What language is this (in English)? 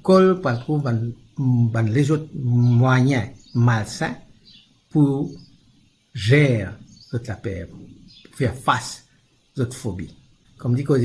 Morisyen